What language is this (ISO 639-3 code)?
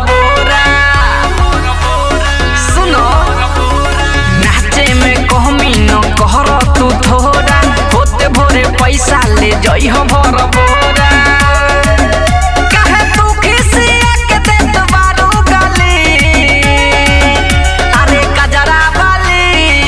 bho